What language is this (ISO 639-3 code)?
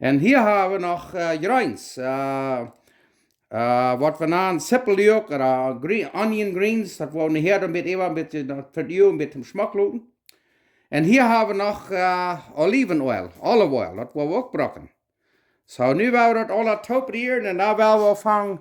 pdt